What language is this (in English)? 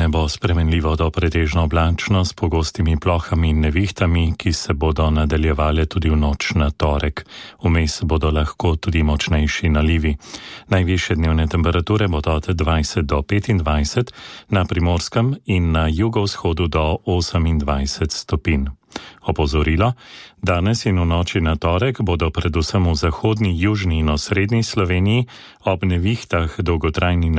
Slovenian